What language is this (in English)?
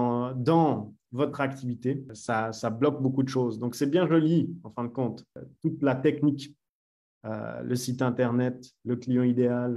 French